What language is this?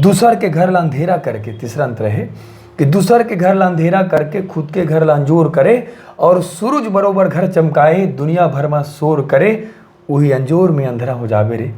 Chhattisgarhi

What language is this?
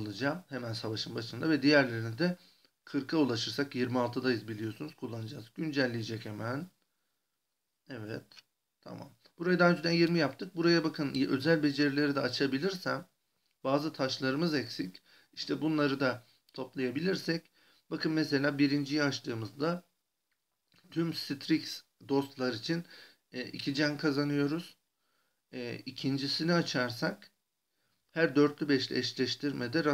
Turkish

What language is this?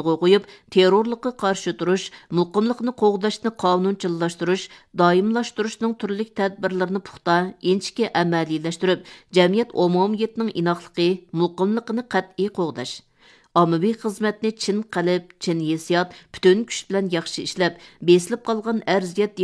Uyghur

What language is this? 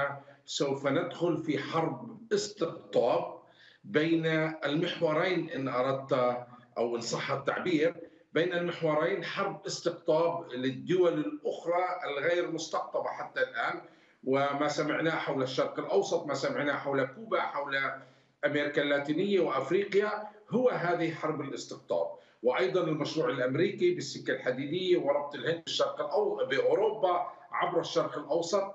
Arabic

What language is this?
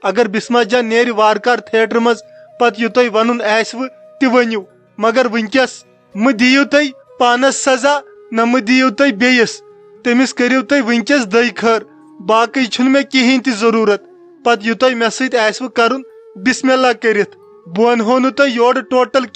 Kashmiri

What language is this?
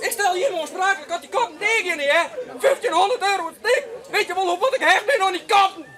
Western Frisian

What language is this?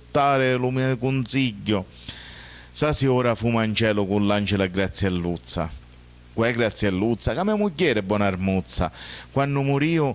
Sicilian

